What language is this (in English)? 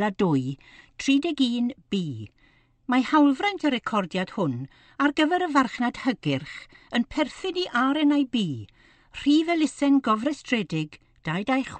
Welsh